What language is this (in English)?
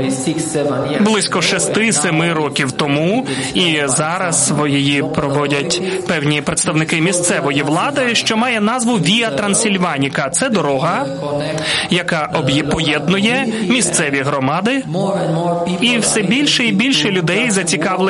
Ukrainian